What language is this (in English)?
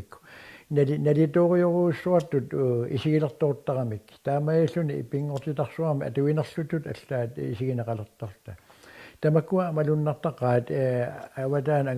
Kalaallisut